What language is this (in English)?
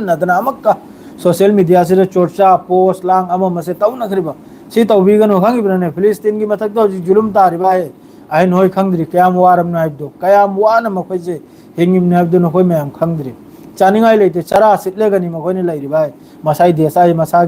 Manipuri